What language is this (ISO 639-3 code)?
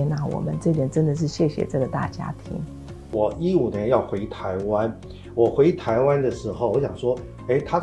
zho